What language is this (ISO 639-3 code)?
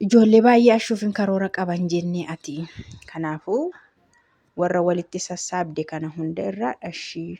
orm